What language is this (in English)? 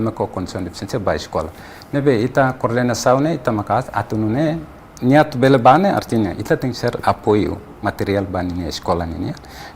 Tetum